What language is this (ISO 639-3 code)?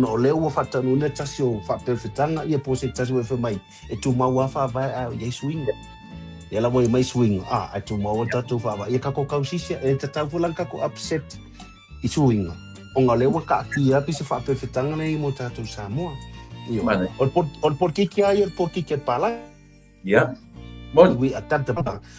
smo